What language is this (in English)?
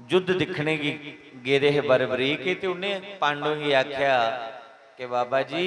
Dogri